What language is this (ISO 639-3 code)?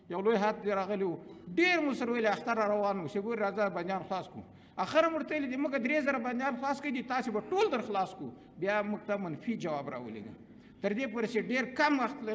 pus